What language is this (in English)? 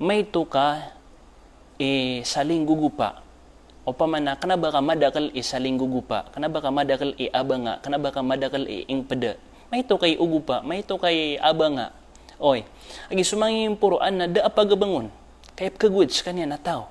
Maranao